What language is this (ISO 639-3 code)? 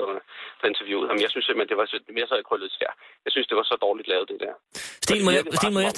dan